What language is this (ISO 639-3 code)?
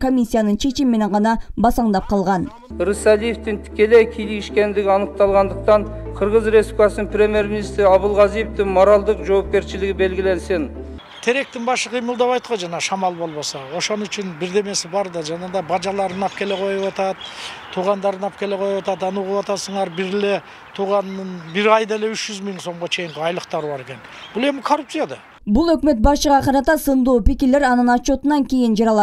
kir